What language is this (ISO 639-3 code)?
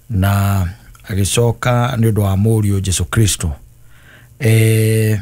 kik